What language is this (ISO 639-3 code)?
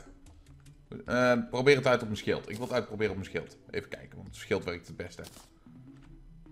nld